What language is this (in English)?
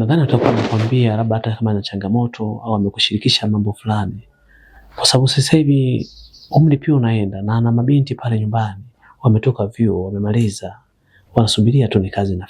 Swahili